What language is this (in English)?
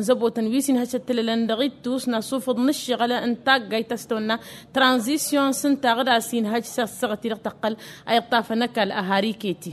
Tamasheq